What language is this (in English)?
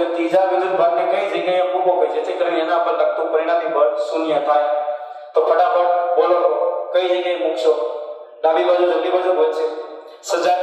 Gujarati